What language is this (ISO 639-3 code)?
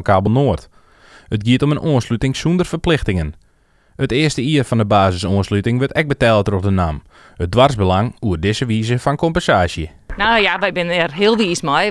fry